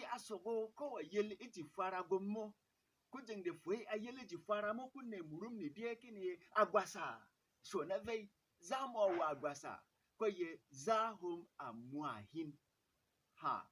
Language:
Berom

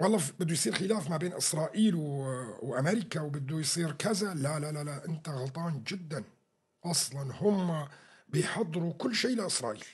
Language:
North Levantine Arabic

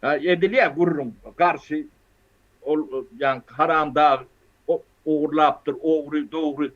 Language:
Turkmen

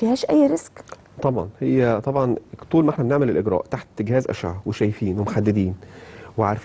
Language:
Egyptian Arabic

